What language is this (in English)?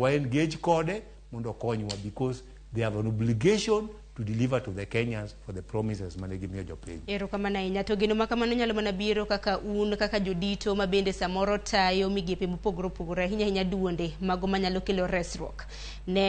Luo (Kenya and Tanzania)